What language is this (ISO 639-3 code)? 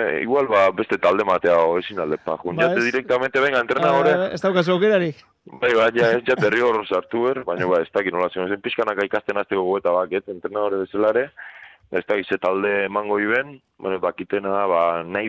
eus